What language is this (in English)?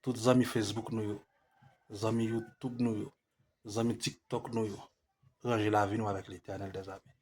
Haitian Creole